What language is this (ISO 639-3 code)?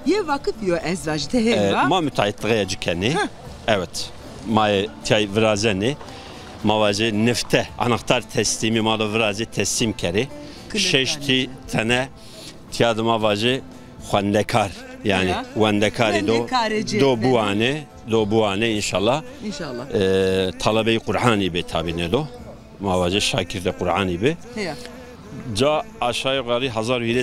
zza